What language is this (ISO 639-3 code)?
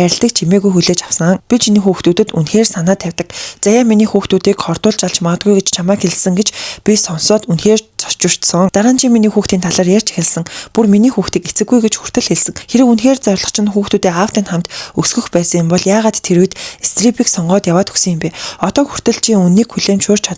mon